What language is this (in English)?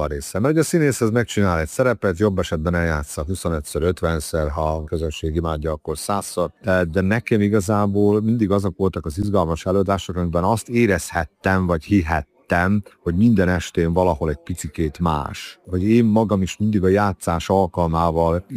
Hungarian